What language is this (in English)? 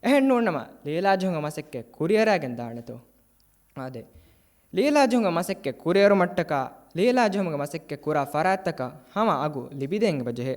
Divehi